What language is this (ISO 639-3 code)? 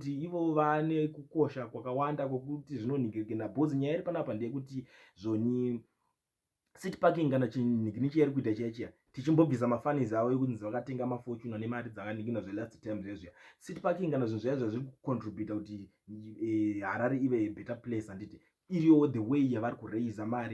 sna